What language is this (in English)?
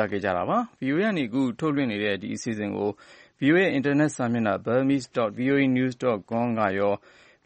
Burmese